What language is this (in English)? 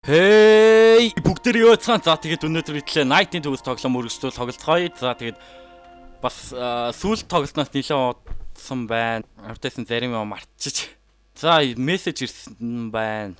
Mongolian